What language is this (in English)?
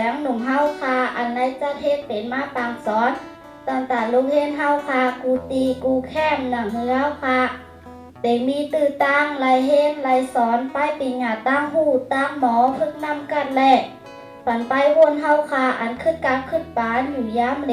Shan